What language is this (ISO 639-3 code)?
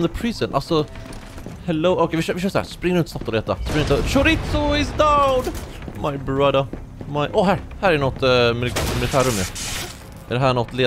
swe